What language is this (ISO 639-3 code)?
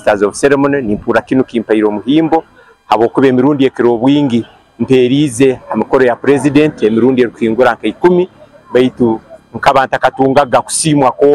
nyn